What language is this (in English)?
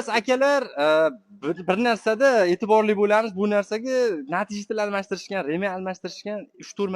Uzbek